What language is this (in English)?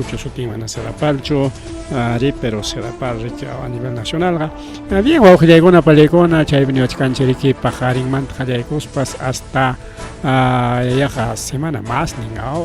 Ayacucho Quechua